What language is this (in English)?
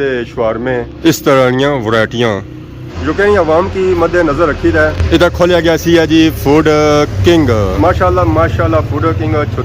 Pahari-Potwari